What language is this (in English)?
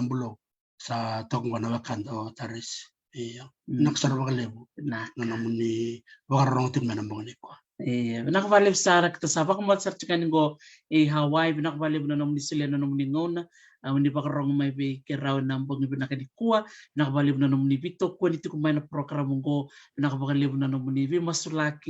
Fijian